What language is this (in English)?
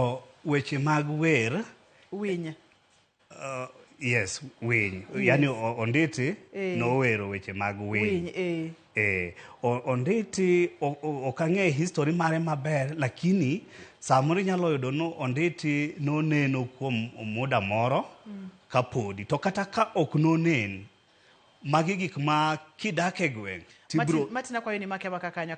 Luo (Kenya and Tanzania)